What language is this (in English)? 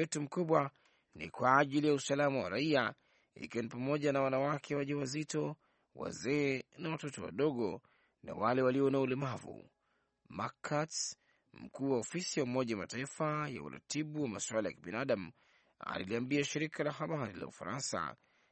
Swahili